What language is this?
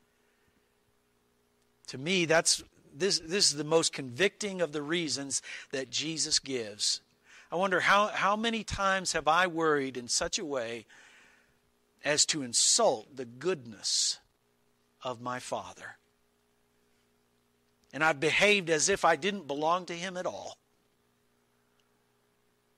English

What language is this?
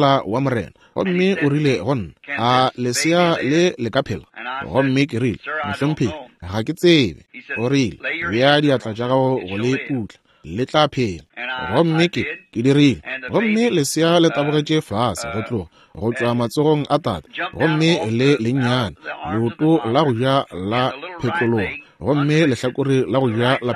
Northern Sotho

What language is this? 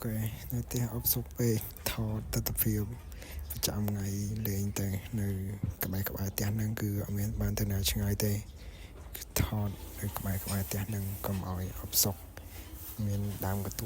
Khmer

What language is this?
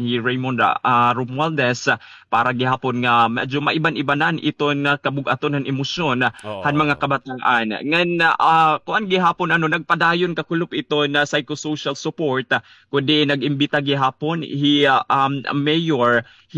Waray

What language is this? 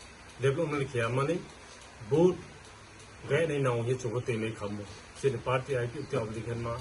Riang (India)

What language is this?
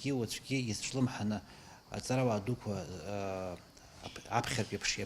Abkhazian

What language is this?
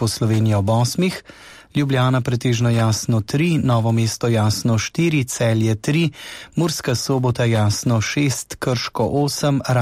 Slovenian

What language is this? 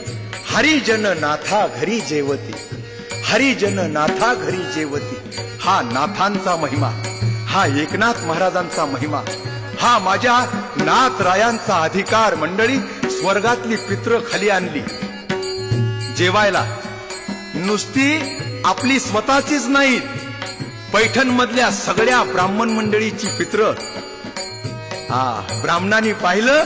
Marathi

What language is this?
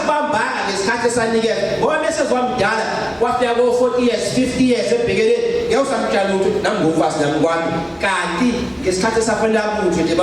Zulu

